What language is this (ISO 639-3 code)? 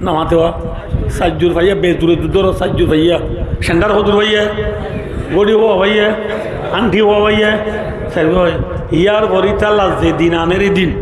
rhg